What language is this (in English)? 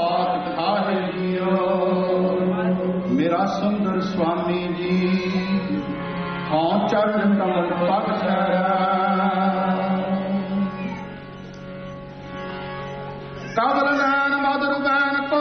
Punjabi